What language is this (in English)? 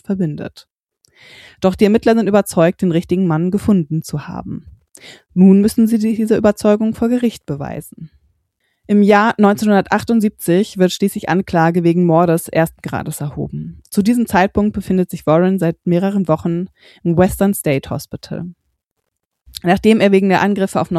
German